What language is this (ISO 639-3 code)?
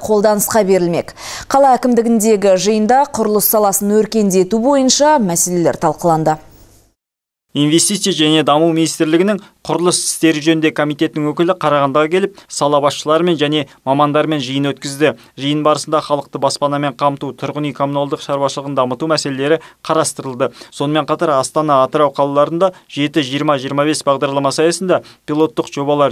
kaz